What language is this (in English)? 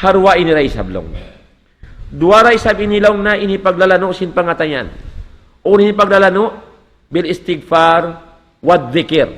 Tausug